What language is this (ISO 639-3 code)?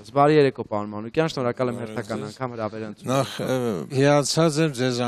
hye